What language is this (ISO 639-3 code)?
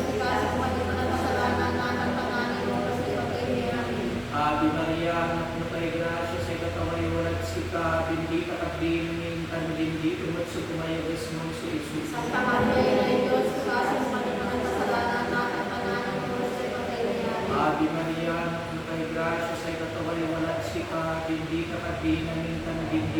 pag